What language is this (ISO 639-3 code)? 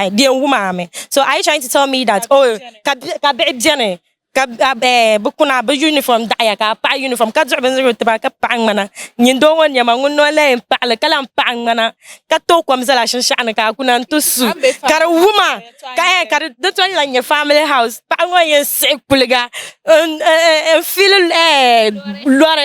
dag